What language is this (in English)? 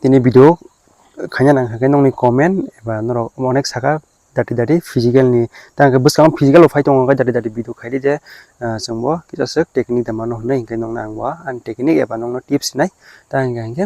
Kok Borok